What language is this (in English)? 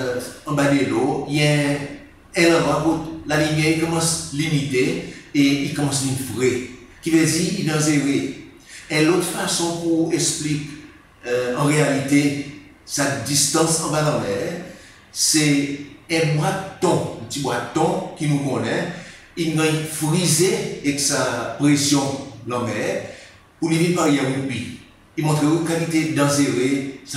Seselwa Creole French